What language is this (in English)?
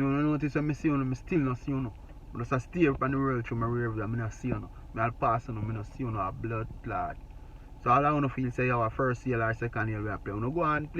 Jamaican Creole English